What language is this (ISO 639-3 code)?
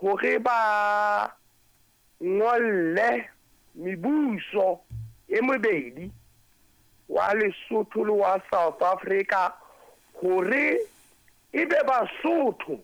sot